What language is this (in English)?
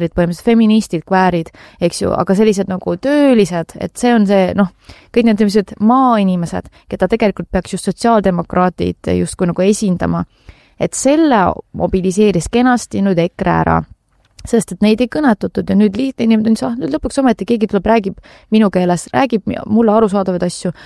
Estonian